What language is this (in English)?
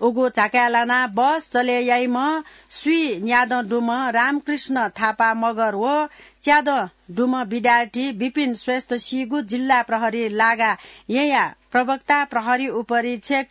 Newari